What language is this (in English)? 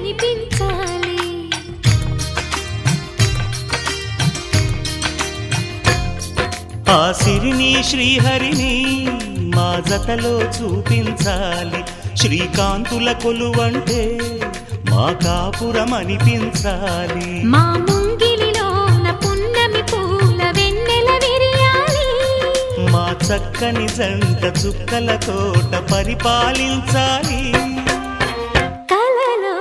Telugu